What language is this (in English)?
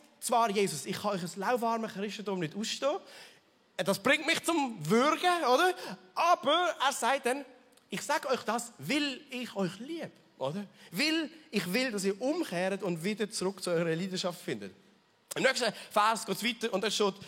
Swiss German